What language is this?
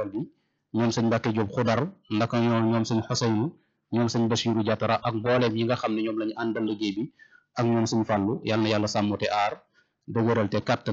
Wolof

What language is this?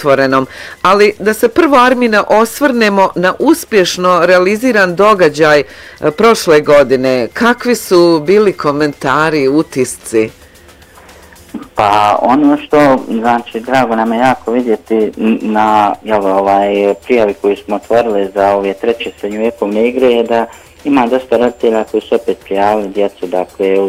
Bosnian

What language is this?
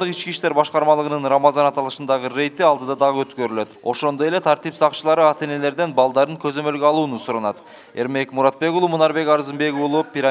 Kyrgyz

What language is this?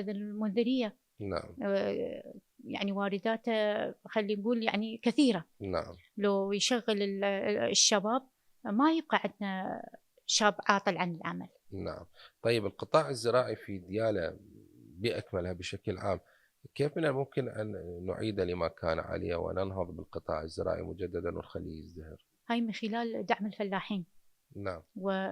Mesopotamian Arabic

